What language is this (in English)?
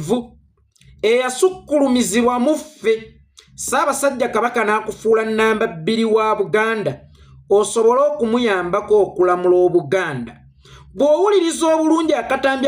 Ganda